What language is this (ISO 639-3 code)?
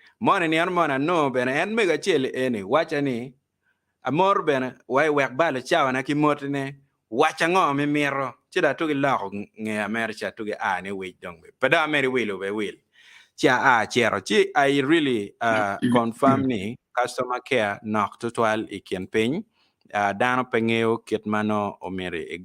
ach